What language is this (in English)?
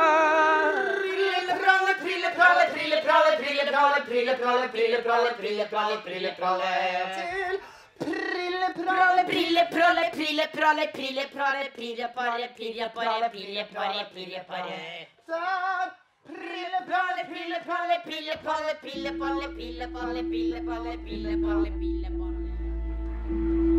Norwegian